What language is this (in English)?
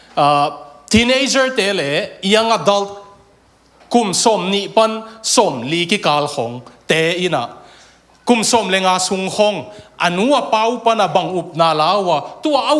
Tedim Chin